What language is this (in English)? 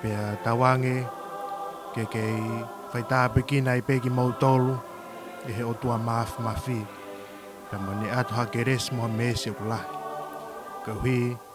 Tongan